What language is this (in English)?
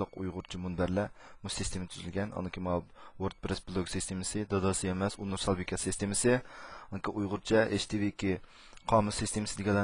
Uyghur